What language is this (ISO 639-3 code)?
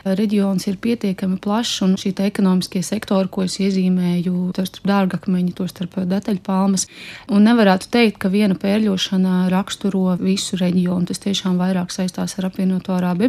lav